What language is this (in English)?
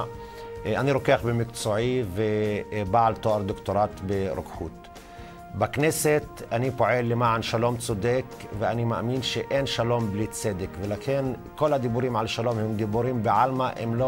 Hebrew